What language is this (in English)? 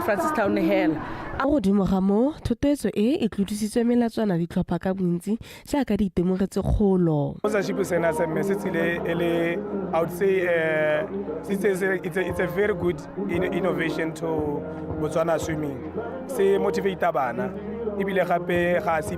Tswana